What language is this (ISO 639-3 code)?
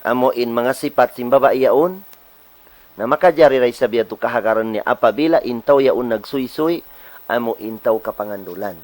tsg